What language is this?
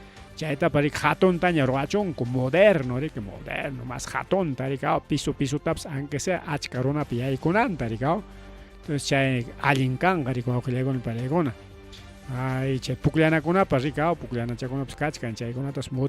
Ayacucho Quechua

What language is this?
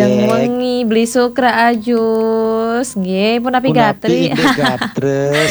Balinese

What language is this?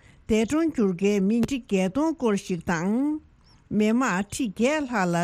Tibetan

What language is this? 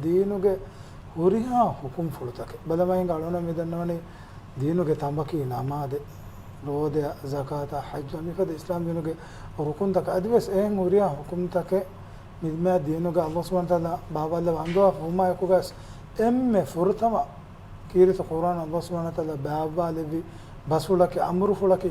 Divehi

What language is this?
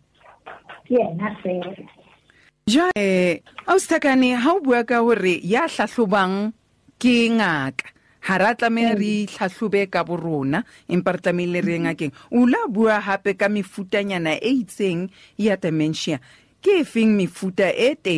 Southern Sotho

